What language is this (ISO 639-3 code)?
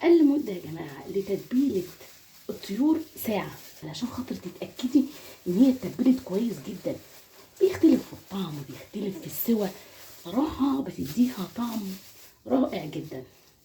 arz